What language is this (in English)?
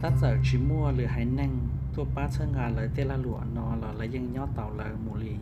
Hmong